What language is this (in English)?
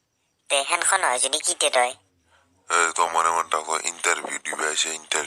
Assamese